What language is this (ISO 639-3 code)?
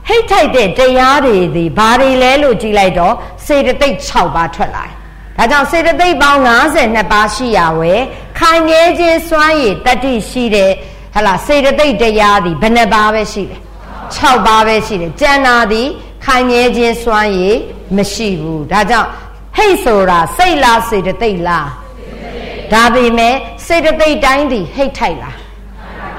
mya